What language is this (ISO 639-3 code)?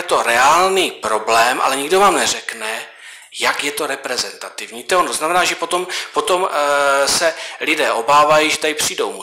ces